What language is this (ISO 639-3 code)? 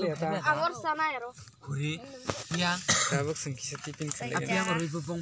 trp